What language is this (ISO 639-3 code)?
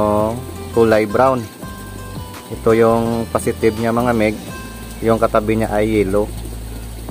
fil